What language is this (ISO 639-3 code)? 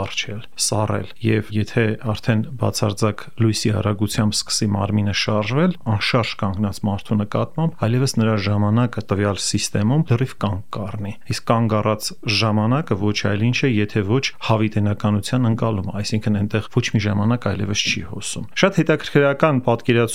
hye